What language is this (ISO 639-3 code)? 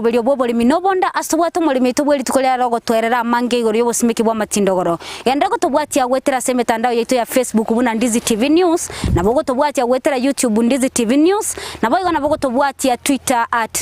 guz